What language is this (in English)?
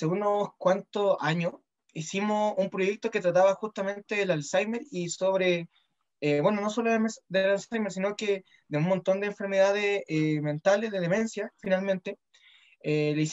Spanish